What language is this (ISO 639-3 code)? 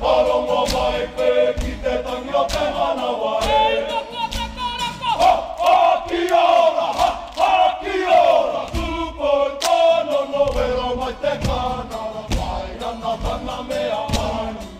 mri